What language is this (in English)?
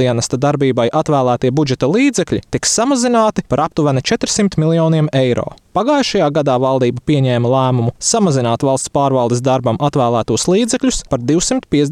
Latvian